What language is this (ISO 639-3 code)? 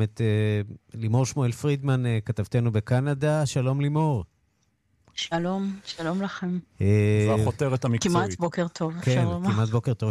heb